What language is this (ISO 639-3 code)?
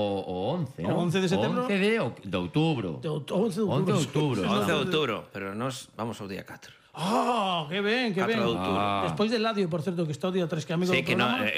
glg